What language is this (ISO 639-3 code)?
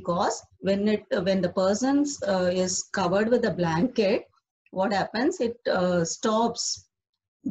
eng